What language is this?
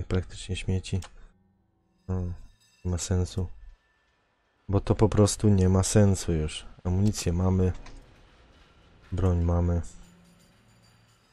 Polish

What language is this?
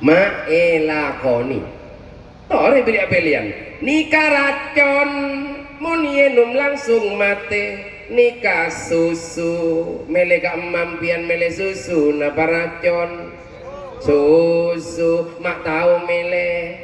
Madurese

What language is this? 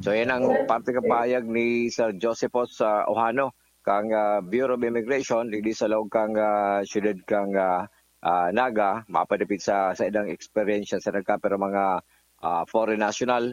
Bikol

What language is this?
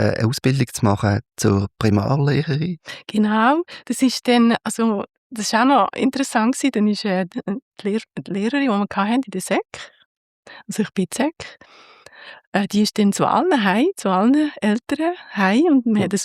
Swiss German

